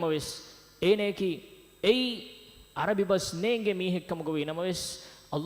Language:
Divehi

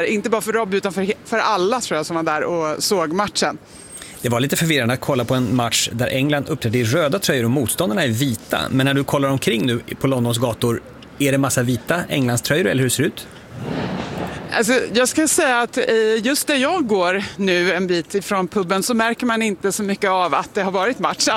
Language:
Swedish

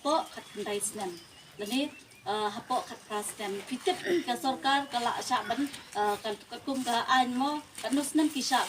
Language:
Khasi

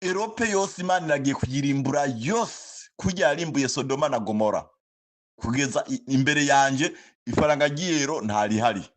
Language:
Rundi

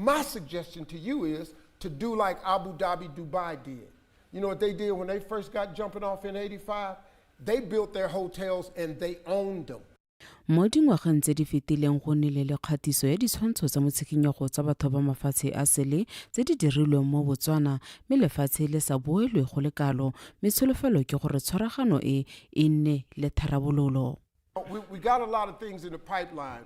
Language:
Tswana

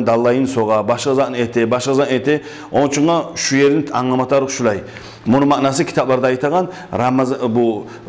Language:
Kumyk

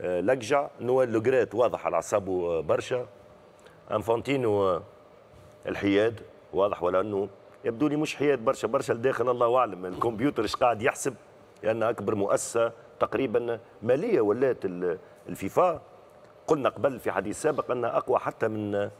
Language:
Tunisian Arabic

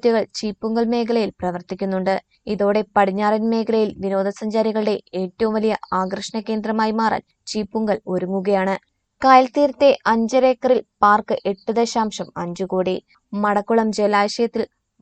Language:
Malayalam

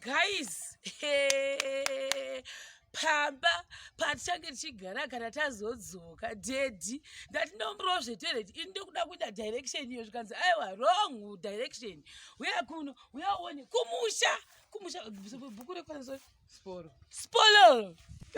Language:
Shona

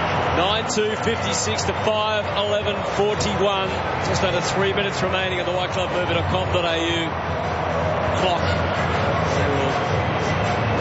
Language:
English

